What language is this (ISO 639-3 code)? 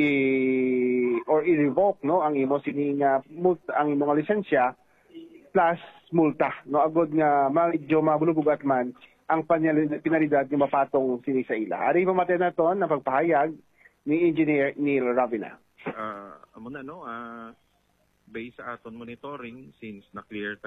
hil